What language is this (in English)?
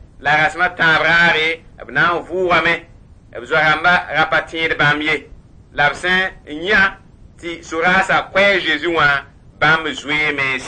Mossi